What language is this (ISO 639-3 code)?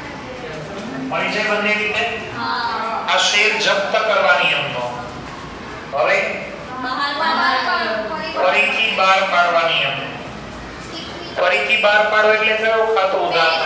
guj